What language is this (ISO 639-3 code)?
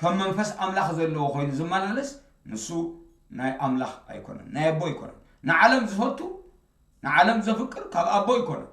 tir